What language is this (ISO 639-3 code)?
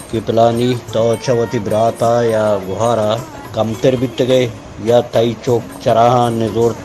bal